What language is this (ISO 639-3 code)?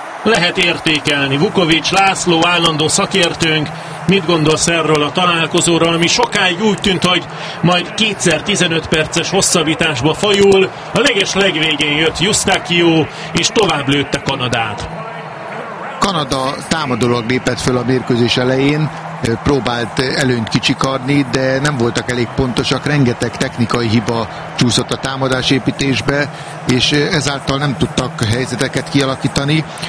hun